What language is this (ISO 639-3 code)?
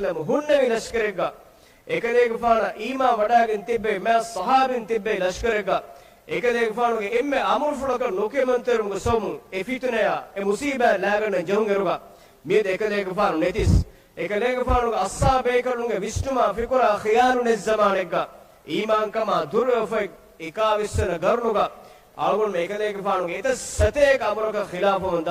div